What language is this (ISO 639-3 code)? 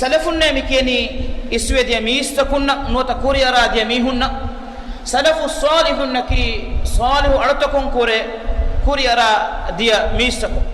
div